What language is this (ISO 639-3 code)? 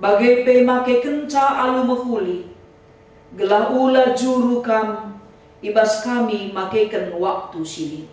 btx